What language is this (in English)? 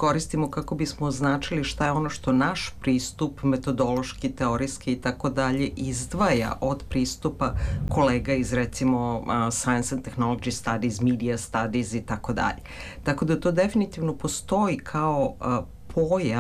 Serbian